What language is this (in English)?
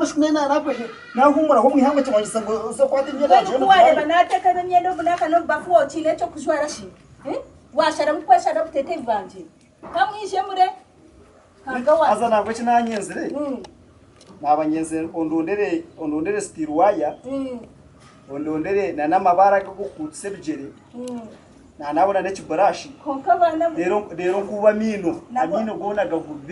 Nyankole